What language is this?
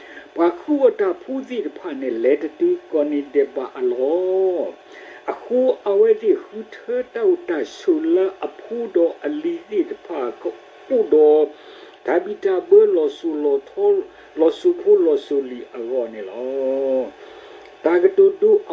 S'gaw Karen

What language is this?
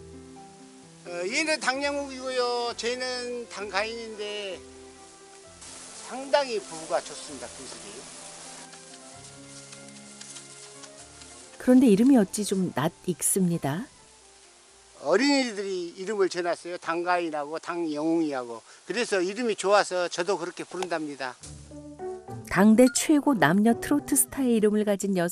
Korean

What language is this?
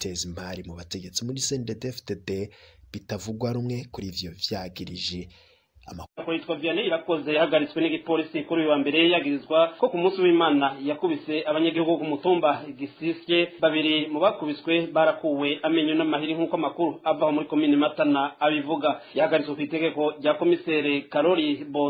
Rundi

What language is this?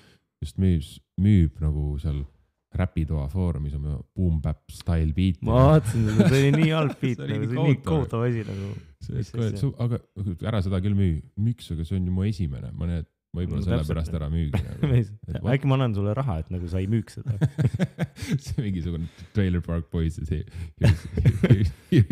Estonian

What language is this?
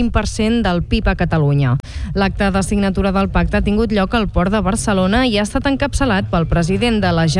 Catalan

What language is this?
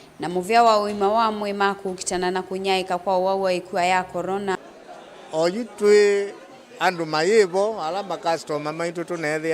Kamba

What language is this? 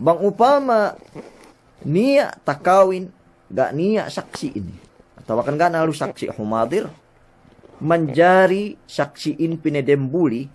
Yakan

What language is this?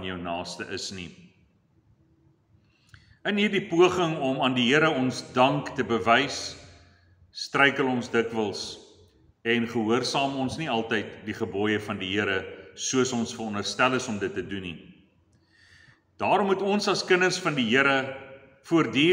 Afrikaans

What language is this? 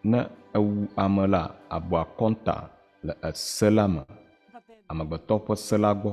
Ewe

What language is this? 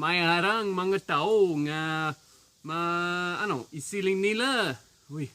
Hiligaynon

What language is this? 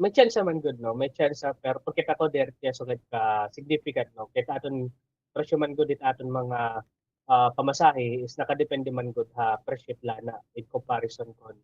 Waray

